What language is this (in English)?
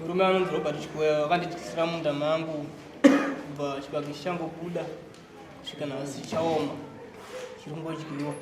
Shona